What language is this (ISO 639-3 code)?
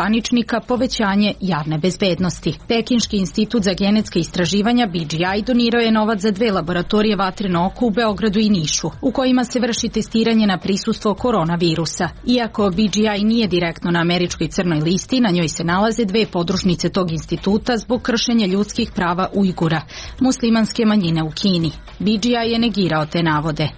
srp